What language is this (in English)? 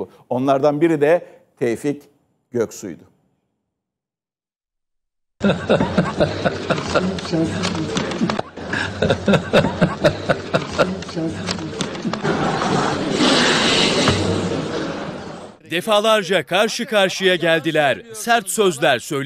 Turkish